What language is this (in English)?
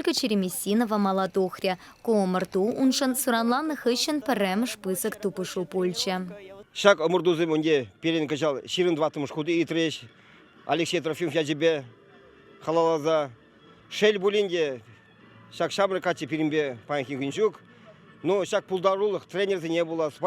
Chuvash